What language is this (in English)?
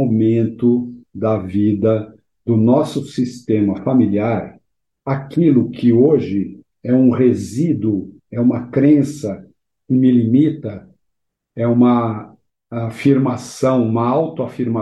Portuguese